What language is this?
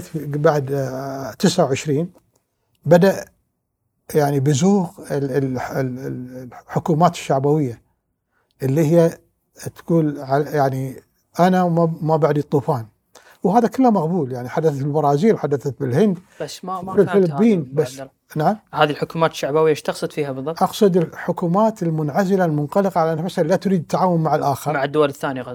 Gulf Arabic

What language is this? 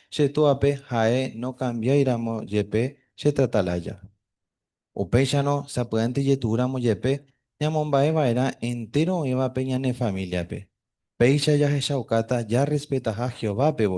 Guarani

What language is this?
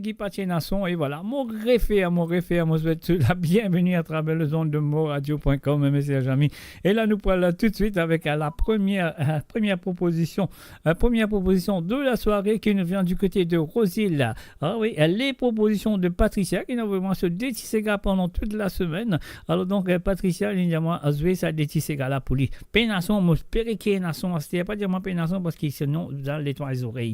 Morisyen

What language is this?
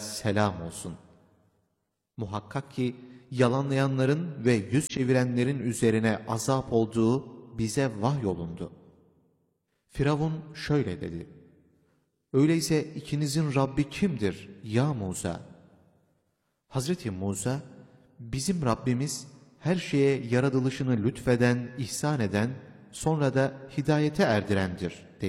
Turkish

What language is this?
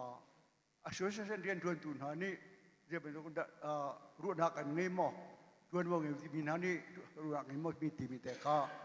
Hakha Chin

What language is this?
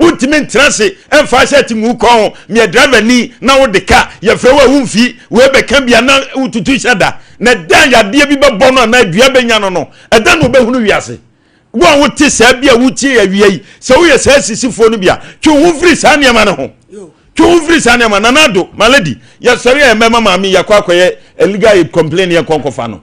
Akan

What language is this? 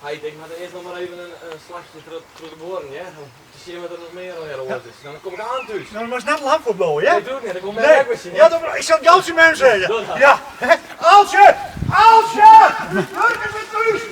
Western Frisian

